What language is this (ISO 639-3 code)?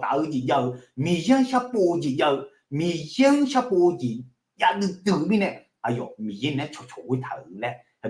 ahk